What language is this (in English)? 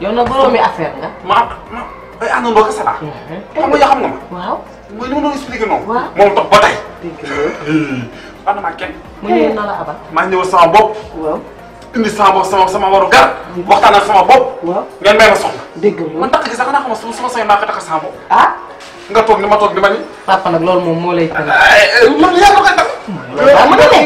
Wolof